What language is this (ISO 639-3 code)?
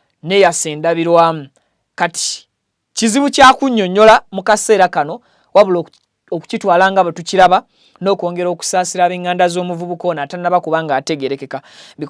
lug